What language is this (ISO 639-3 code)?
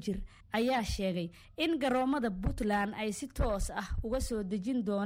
som